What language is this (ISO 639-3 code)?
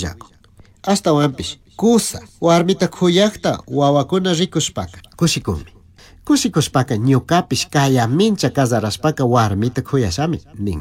qug